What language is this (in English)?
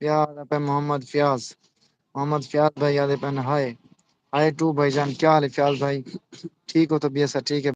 Saraiki